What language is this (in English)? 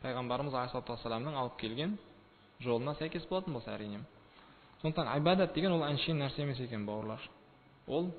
Kazakh